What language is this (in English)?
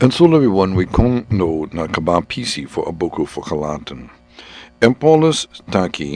Sranan Tongo